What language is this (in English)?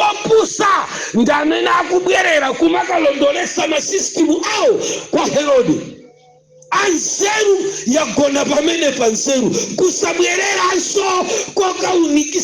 Nyanja